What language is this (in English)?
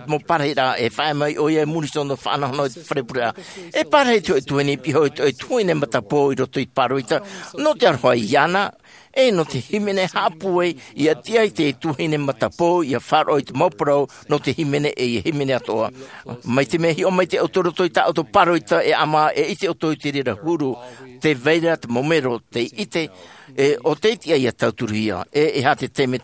Tahitian